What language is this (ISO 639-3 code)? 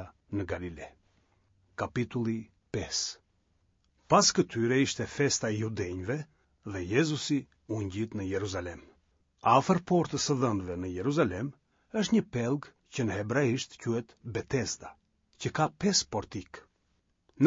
sqi